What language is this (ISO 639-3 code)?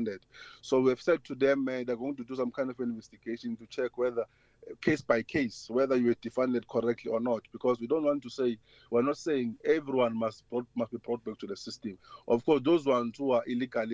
eng